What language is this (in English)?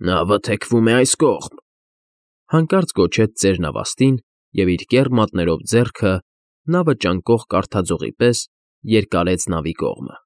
Armenian